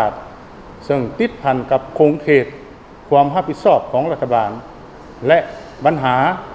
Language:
Lao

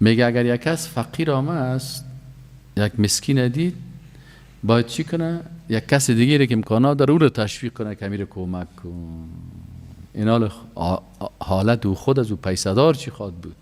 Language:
Persian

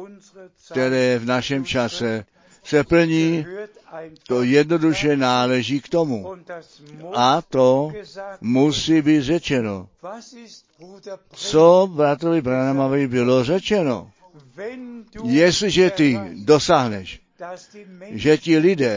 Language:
Czech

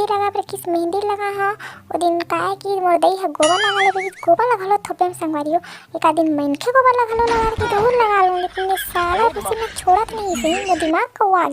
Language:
Chhattisgarhi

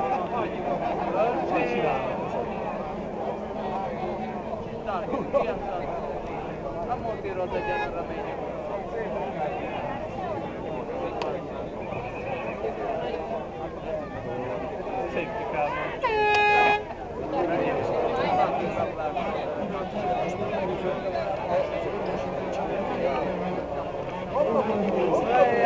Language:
Hungarian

